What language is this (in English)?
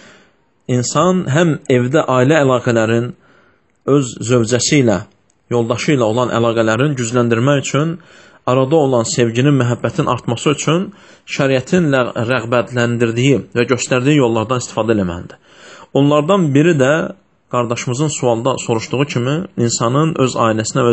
Azerbaijani